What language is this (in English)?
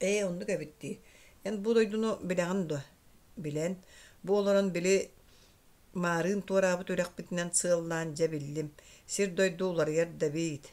Yakut